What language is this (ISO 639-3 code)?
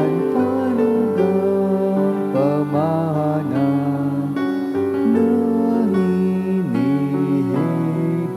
bik